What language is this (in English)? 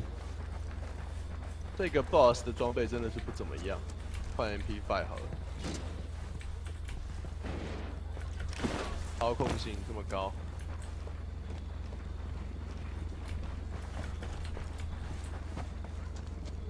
Chinese